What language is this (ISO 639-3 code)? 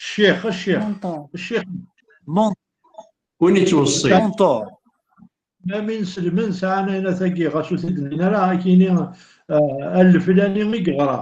kab